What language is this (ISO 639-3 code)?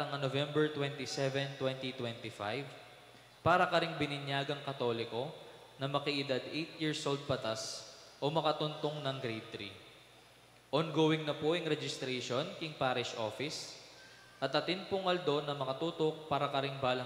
pam